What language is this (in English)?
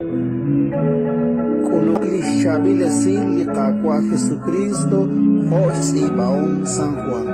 Kekchí